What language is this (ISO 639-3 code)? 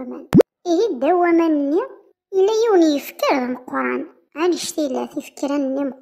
kab